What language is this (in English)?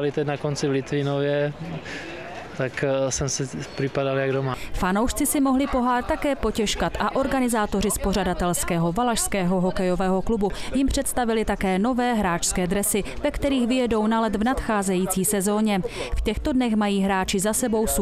Czech